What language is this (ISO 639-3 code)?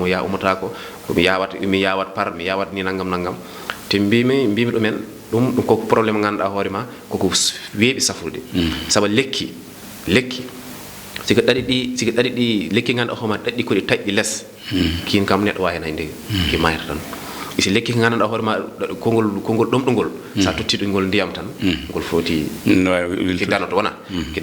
ful